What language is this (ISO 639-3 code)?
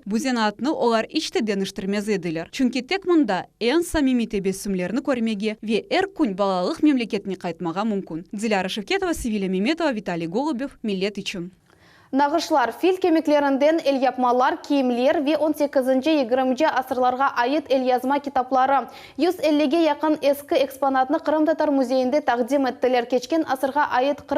crh